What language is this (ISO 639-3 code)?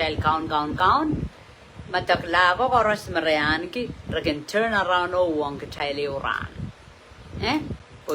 pon